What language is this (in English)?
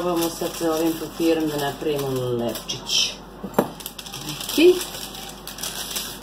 Serbian